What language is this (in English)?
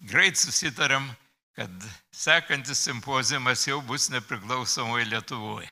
Lithuanian